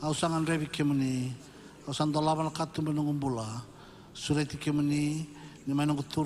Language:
Fijian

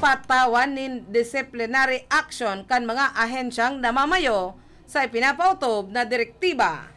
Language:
Bikol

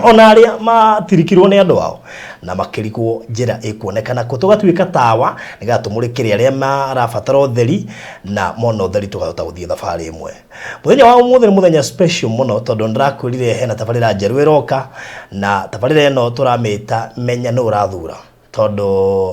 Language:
Kikuyu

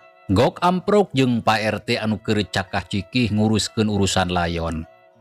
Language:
Sundanese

